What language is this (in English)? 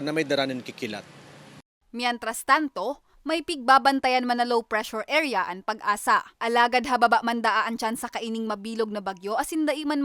Bikol